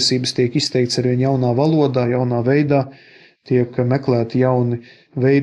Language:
Latvian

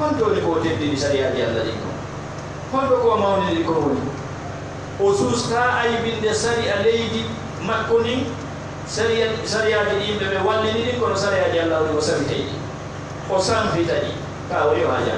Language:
Fula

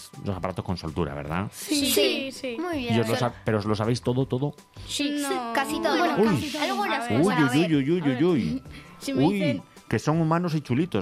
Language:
Spanish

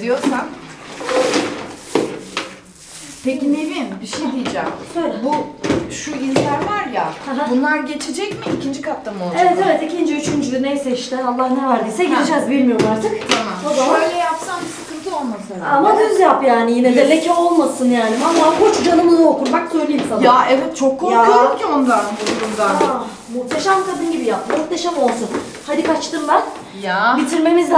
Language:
Turkish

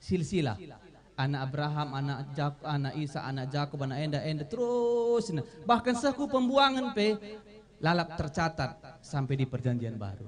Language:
Batak Karo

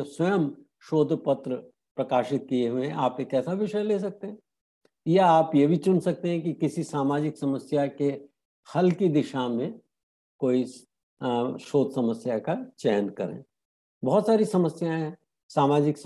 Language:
Hindi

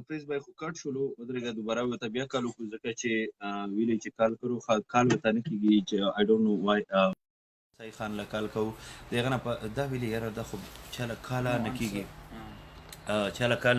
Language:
Pashto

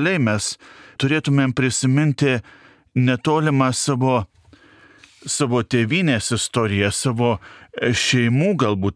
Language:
Lithuanian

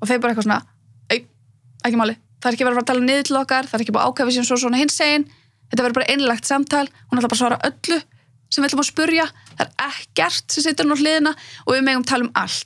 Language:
Icelandic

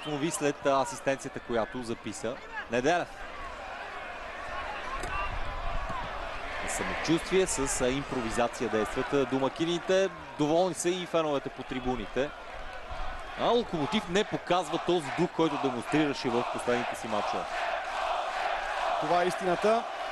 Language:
Bulgarian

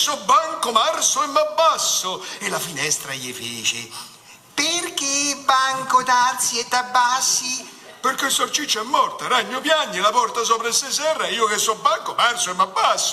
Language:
Neapolitan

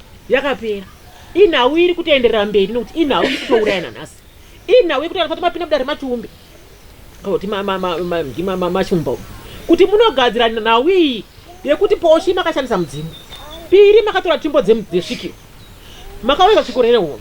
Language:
Shona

